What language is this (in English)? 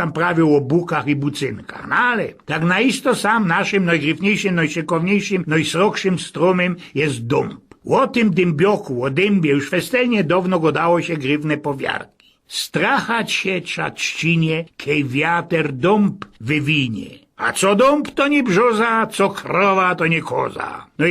Silesian